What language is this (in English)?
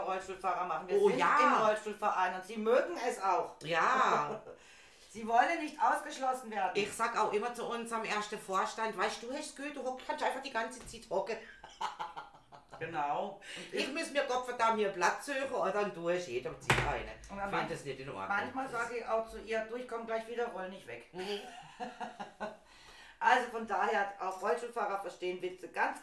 German